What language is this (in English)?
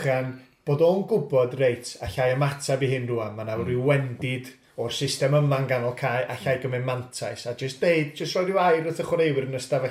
Welsh